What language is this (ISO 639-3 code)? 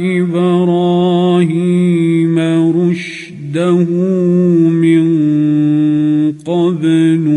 ara